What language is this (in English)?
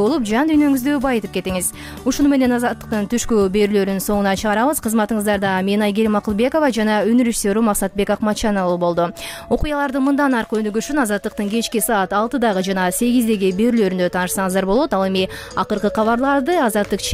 Kyrgyz